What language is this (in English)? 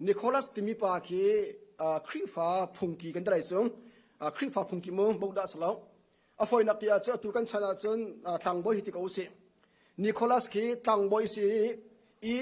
Hakha Chin